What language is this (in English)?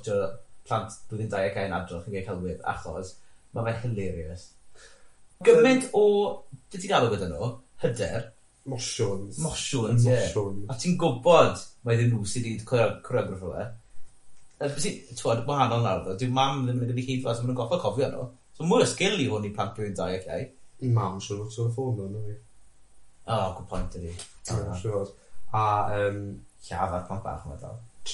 Welsh